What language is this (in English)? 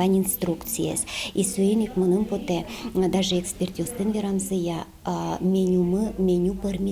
Udmurt